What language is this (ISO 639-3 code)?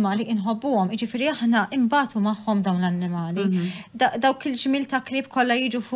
mlt